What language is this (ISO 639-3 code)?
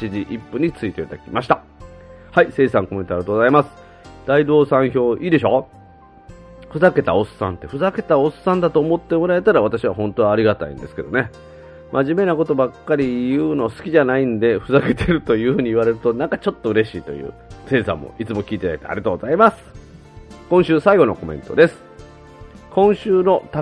jpn